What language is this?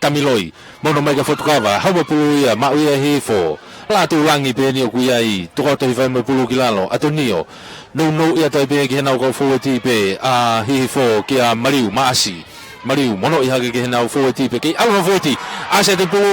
Tongan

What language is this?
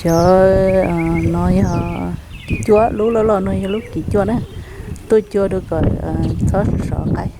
Hmong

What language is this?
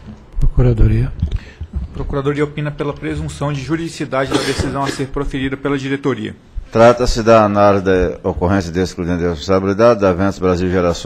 Portuguese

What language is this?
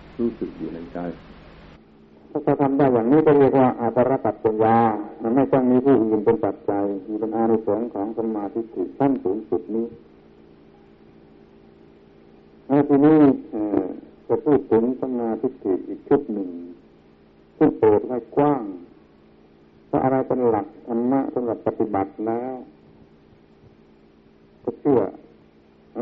Thai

